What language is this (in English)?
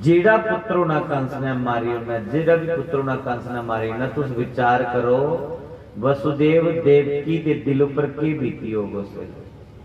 Dogri